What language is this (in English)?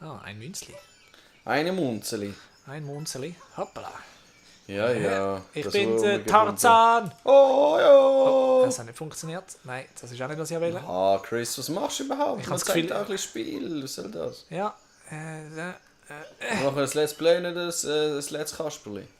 Swiss German